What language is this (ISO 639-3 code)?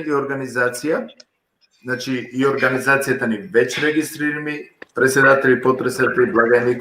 rmn